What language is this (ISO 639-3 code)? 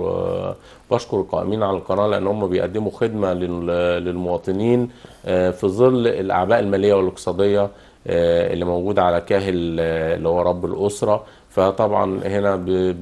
arz